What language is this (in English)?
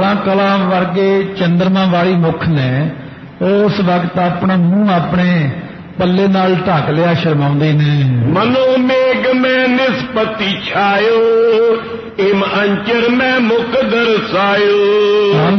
Punjabi